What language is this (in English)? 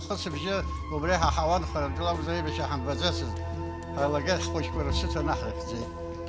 Abkhazian